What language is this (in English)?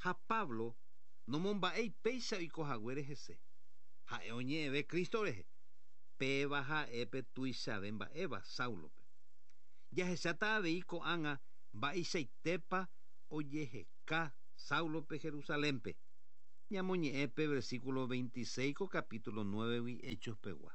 Guarani